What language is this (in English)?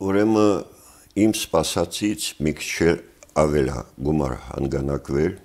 Armenian